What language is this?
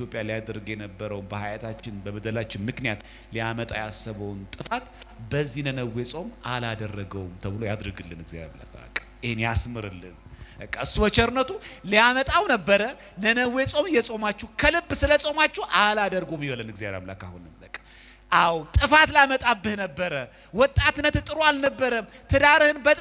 Amharic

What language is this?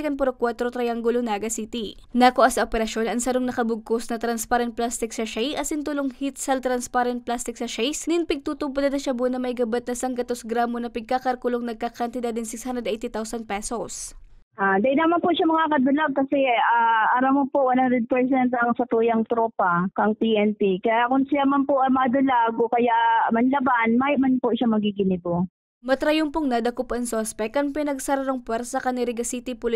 Bikol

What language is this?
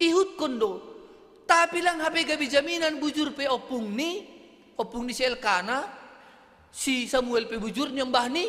Batak Simalungun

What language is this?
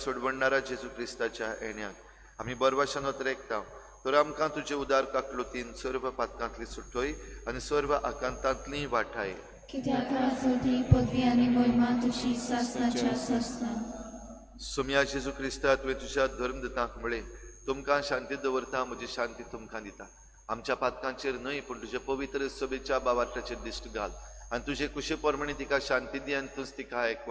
Konkani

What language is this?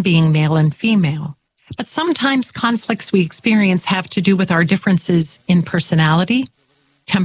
English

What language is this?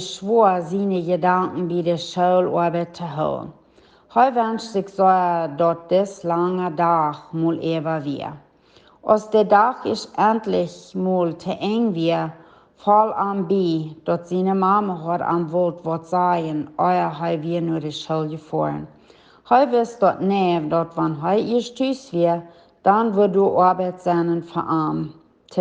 Plautdietsch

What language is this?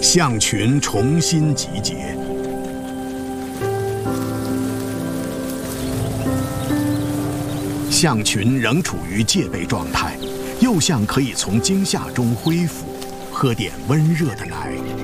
Chinese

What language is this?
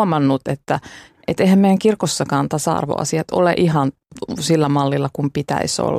Finnish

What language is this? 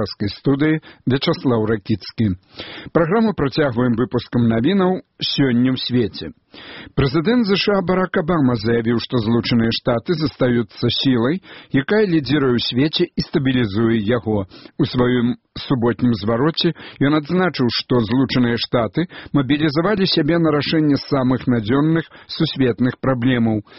Belarusian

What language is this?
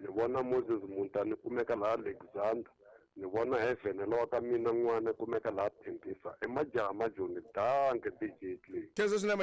Tsonga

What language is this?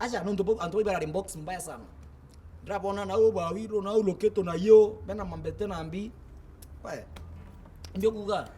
Meru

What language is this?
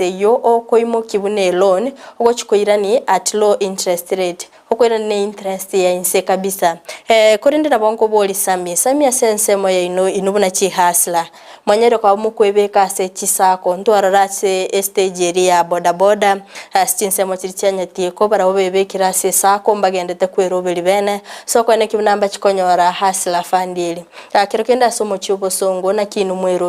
Gusii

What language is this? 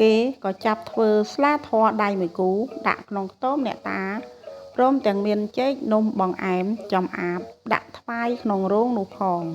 Khmer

